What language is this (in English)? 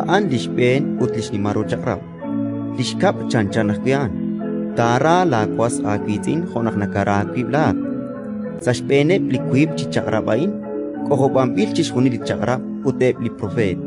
Kekchí